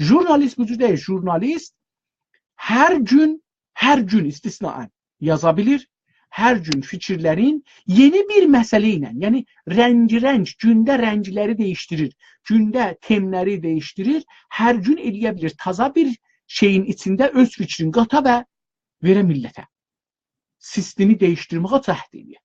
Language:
South Azerbaijani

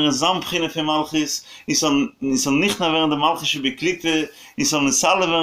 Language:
Yiddish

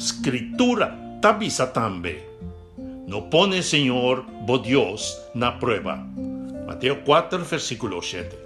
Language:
Papiamento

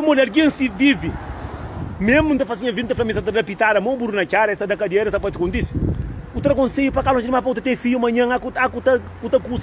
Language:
Kabuverdianu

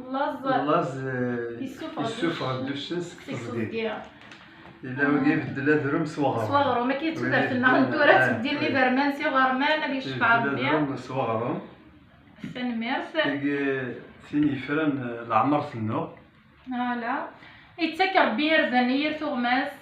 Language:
Kabyle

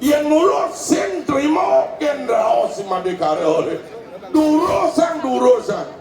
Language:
Balinese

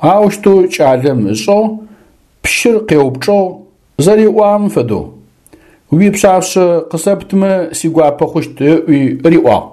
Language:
Adyghe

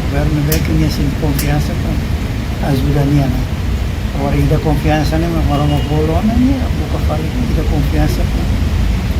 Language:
Tetum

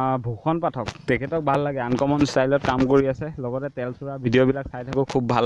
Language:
Assamese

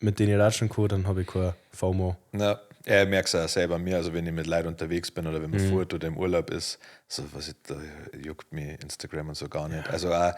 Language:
Bavarian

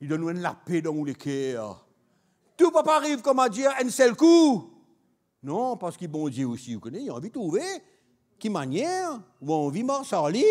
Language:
Morisyen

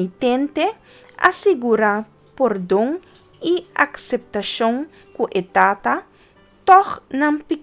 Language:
Papiamento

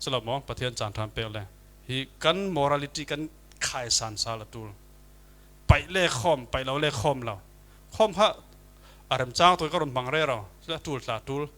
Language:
Falam Chin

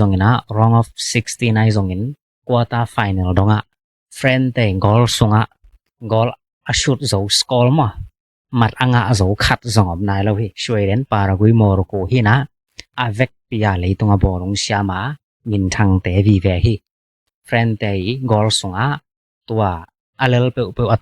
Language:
Tedim Chin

